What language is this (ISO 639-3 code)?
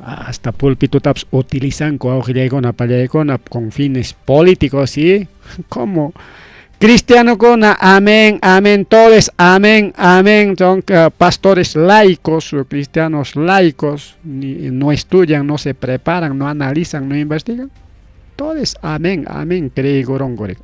quy